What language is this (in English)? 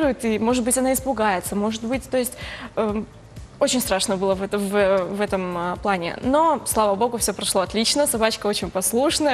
Russian